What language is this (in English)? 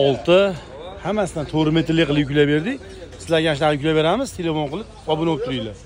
Uzbek